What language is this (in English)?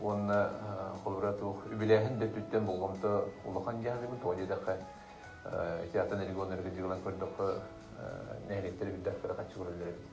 Yakut